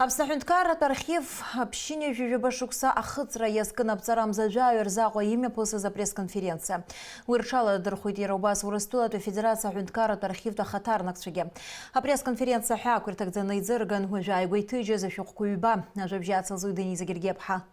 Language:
Abkhazian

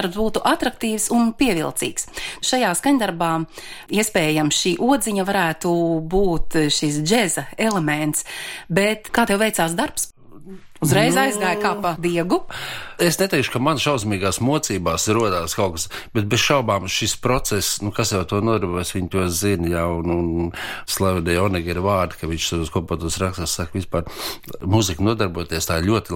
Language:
Latvian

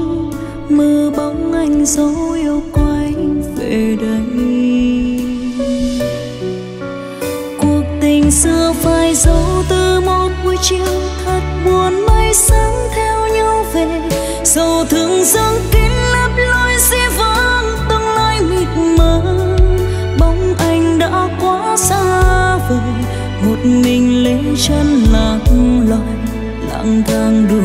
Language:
Vietnamese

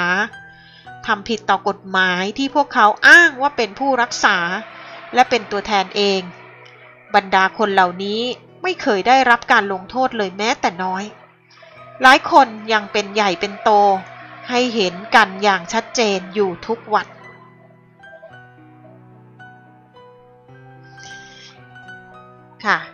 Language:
Thai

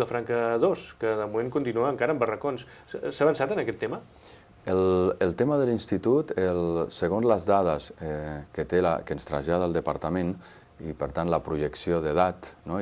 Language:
Catalan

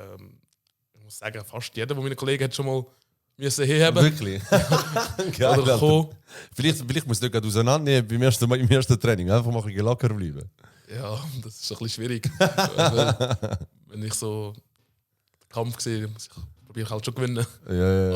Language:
Swiss German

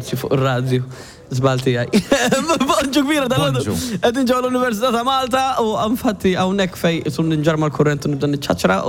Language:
Maltese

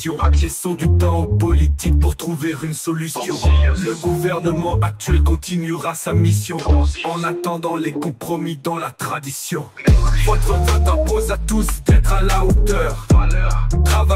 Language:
French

